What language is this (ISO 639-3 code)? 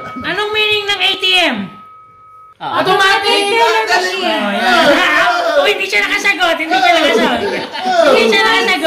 fil